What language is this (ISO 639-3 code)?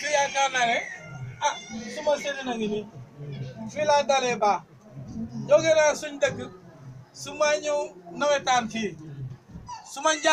wol